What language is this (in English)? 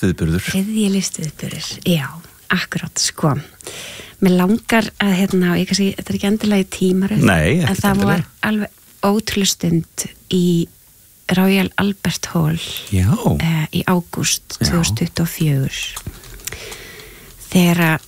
Icelandic